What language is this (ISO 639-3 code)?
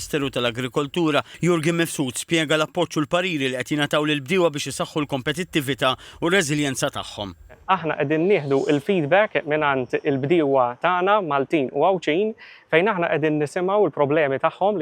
mlt